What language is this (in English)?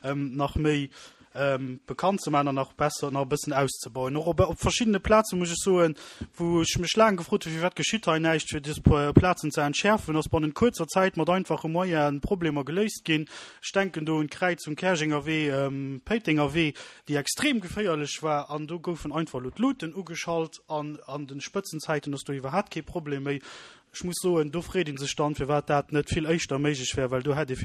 Luxembourgish